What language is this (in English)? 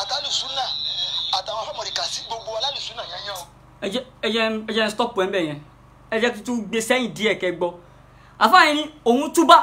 Yoruba